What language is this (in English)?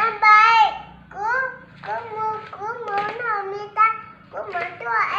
Hmong